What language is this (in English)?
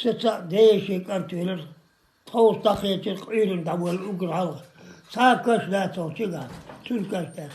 Chechen